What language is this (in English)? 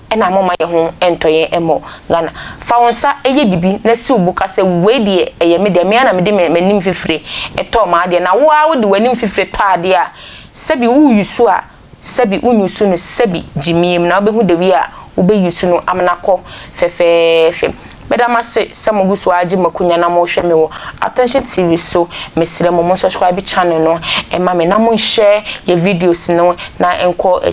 Akan